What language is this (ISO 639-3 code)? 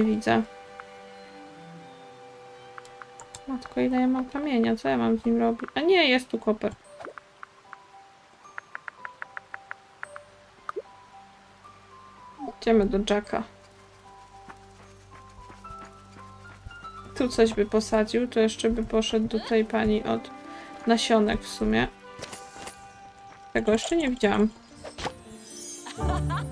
pol